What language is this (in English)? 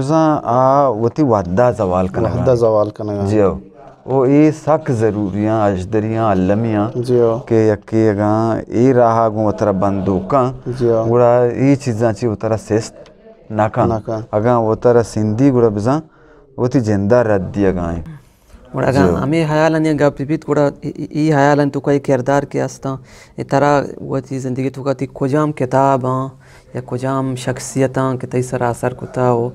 Eastern Balochi